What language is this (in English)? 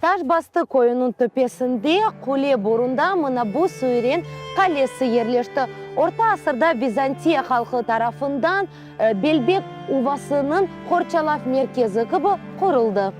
Crimean Tatar